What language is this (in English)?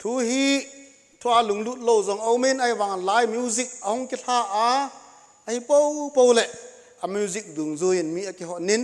Thado Chin